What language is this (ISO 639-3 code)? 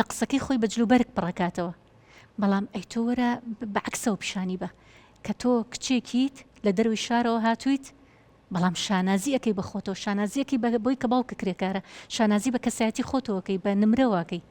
ckb